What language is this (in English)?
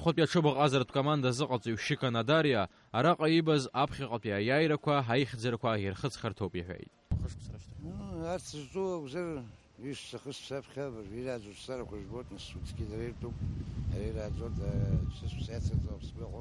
Abkhazian